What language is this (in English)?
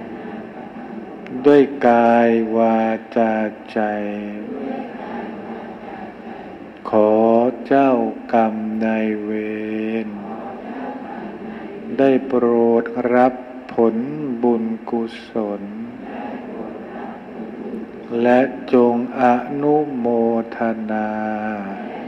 Thai